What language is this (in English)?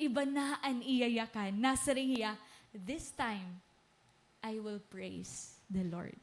Waray